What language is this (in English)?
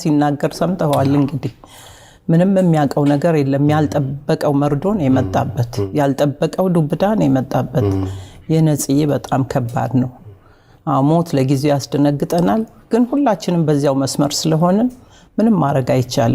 Amharic